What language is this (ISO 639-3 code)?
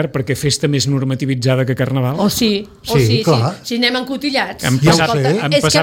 cat